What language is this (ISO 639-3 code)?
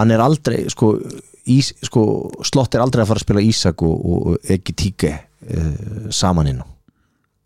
isl